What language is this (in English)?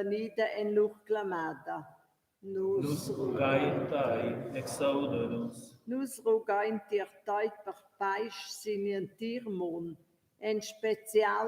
Romansh